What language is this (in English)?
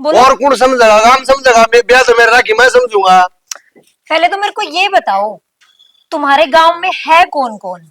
Haryanvi